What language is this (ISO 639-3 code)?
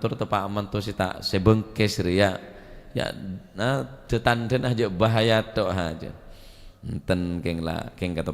mad